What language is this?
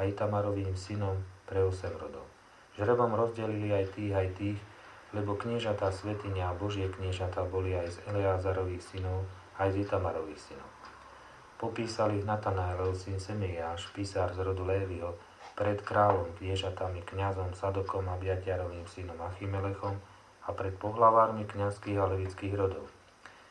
Slovak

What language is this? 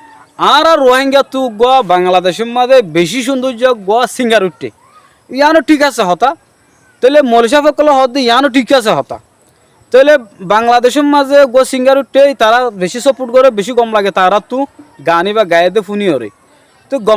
Rohingya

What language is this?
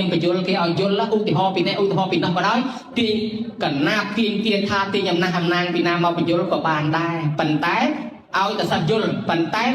Khmer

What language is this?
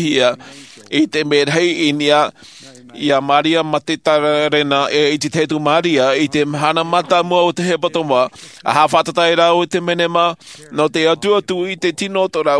Tahitian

